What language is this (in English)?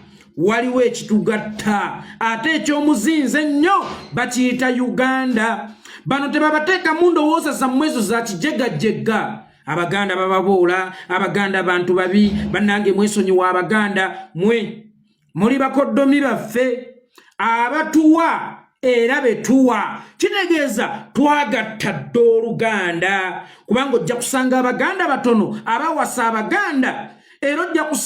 Ganda